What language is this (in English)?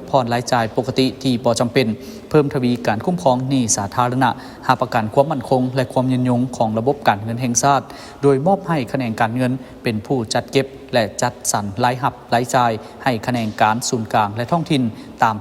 Lao